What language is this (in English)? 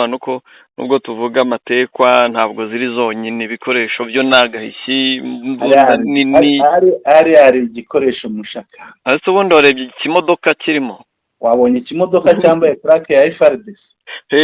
Kinyarwanda